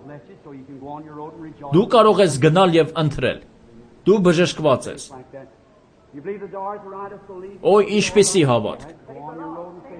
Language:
Armenian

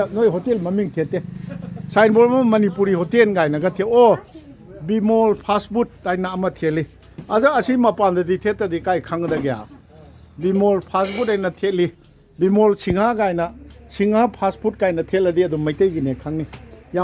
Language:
Manipuri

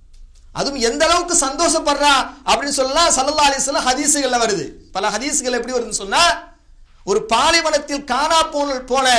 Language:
Tamil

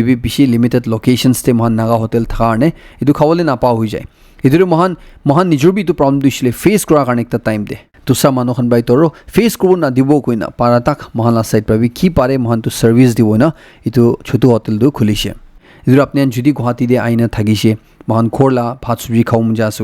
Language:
Naga Pidgin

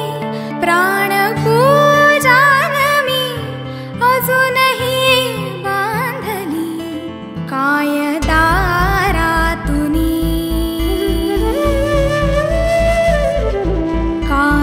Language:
Marathi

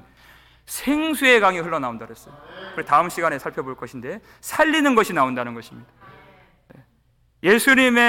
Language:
Korean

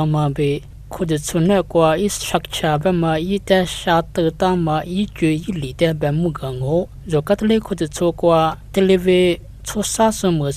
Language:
Lisu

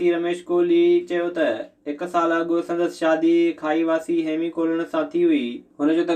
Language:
Sindhi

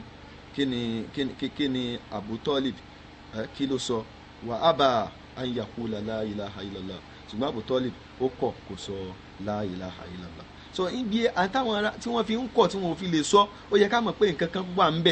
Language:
Yoruba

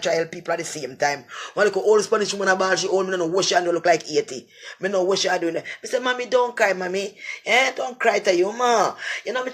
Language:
Jamaican Creole English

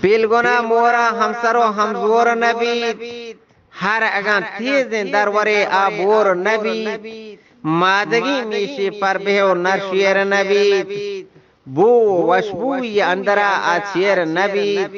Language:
Eastern Balochi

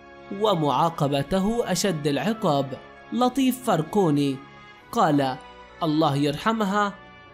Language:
Arabic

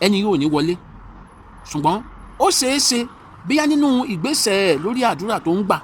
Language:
Yoruba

